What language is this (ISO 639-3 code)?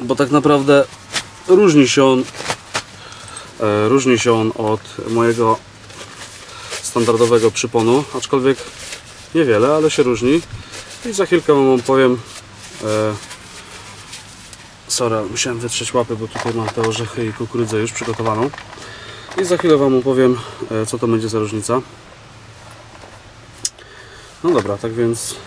pol